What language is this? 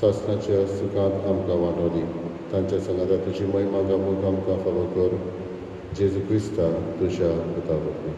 Konkani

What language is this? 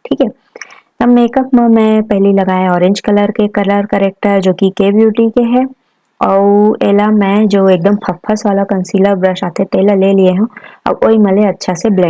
Chhattisgarhi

